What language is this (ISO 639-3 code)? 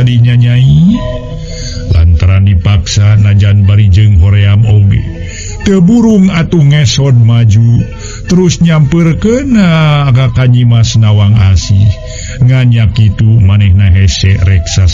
sun